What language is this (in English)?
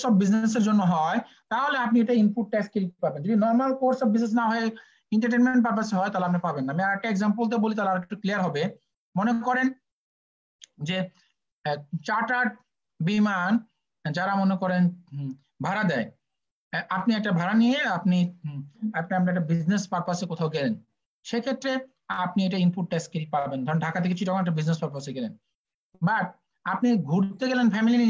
Bangla